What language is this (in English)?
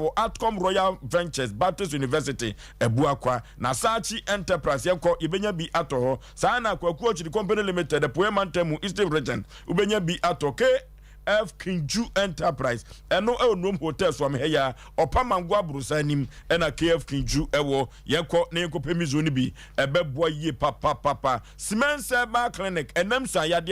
Akan